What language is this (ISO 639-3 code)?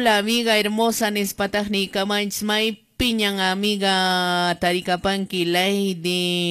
que